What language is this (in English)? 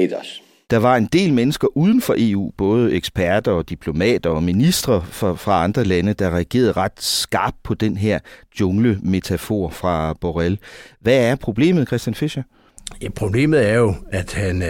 Danish